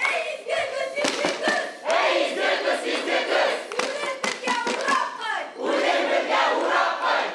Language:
Bashkir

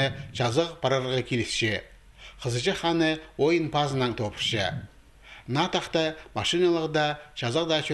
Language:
Khakas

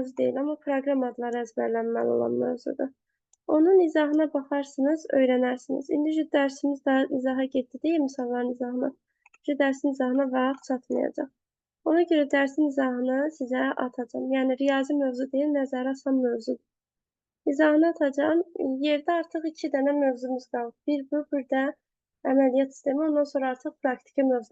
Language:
Azerbaijani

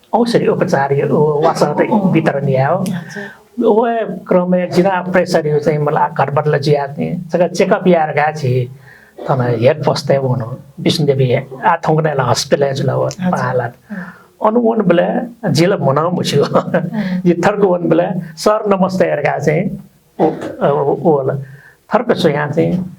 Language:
Newari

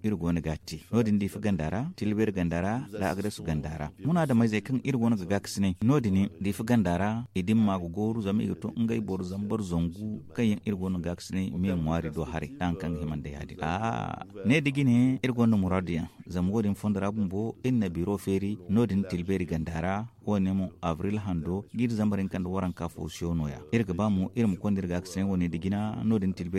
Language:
Zarma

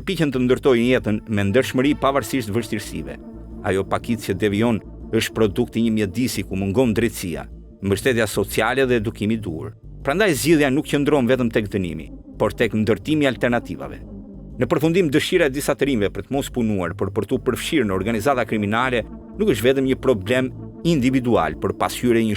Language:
Albanian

